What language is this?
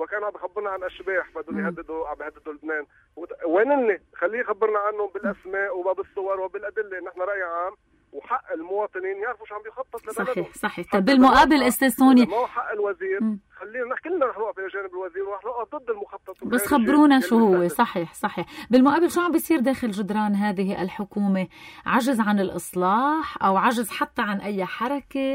North Levantine Arabic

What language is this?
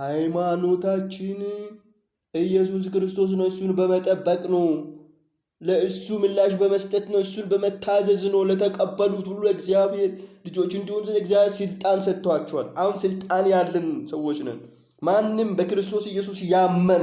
Amharic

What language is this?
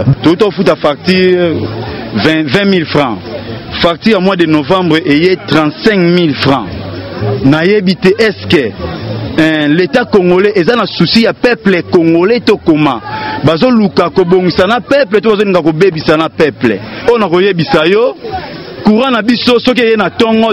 Lingala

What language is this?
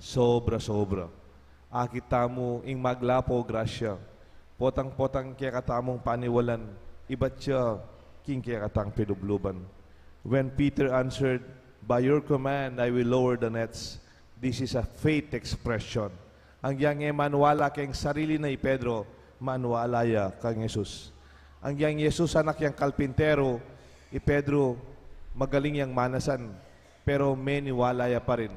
Pampanga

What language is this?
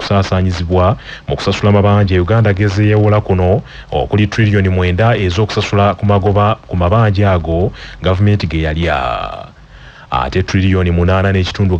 Ganda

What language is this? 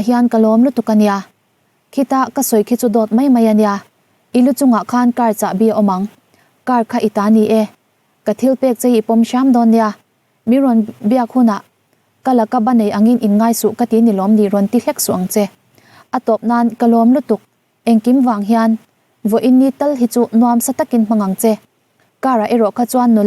Mizo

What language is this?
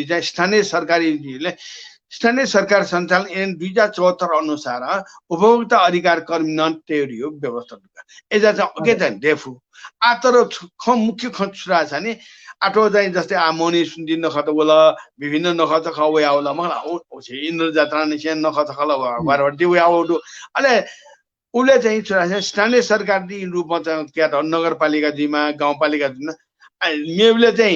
Newari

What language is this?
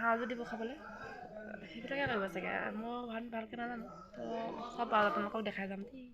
Assamese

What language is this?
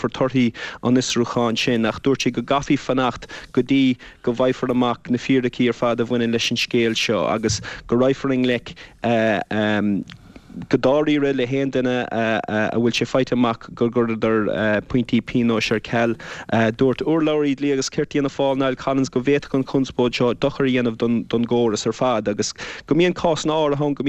Irish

